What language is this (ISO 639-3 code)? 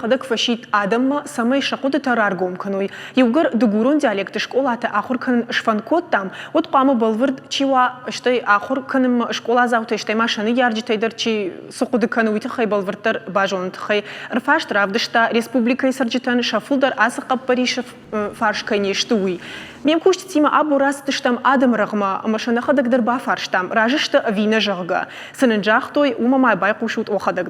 oss